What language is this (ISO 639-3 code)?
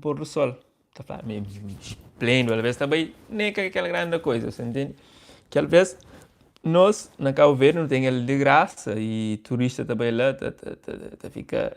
kea